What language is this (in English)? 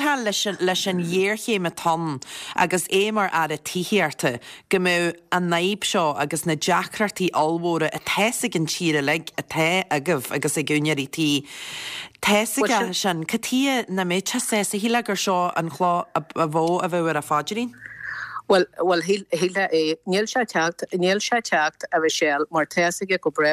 Irish